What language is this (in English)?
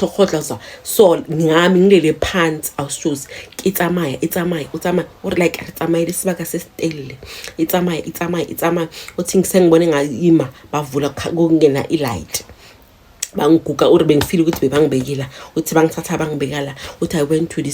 Zulu